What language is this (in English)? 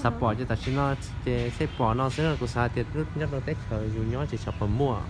Hmong